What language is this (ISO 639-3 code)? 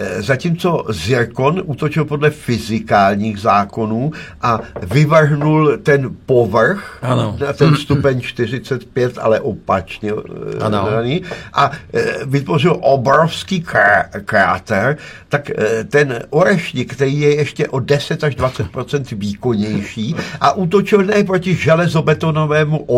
ces